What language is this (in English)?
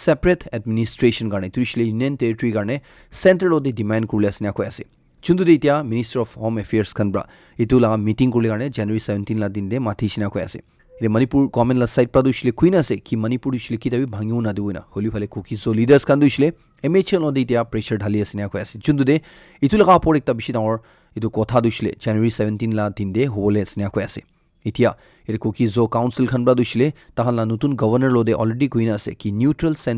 Naga Pidgin